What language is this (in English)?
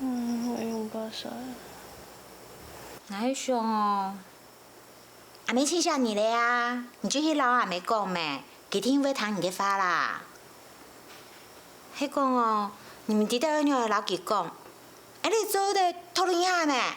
Hakka Chinese